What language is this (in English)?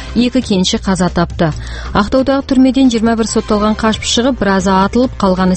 Kazakh